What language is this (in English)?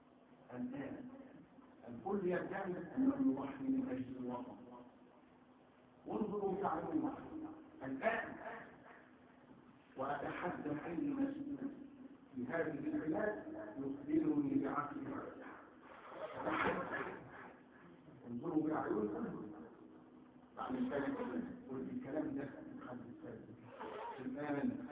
Arabic